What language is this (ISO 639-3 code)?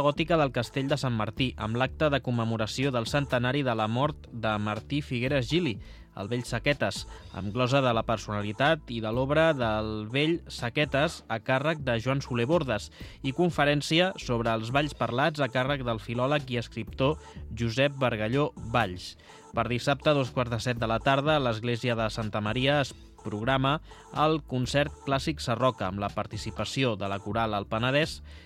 cat